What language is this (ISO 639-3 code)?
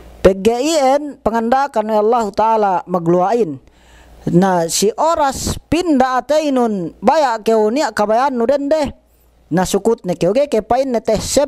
yka